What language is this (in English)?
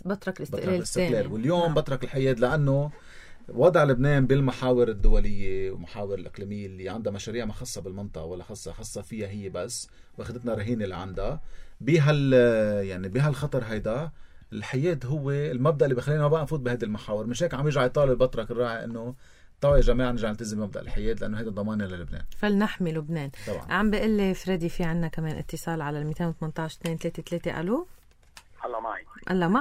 North Levantine Arabic